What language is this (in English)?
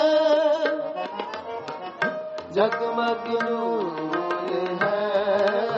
Punjabi